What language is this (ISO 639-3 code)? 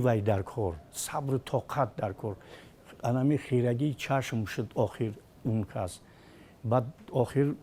tgk